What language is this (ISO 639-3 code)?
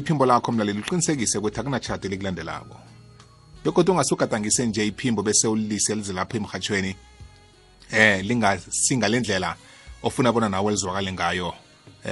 nbl